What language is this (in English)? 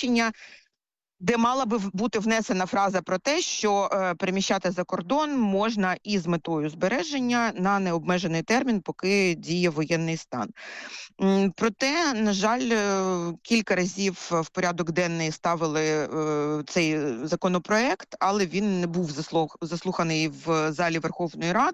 Ukrainian